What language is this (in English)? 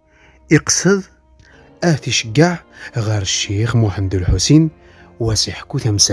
Kabyle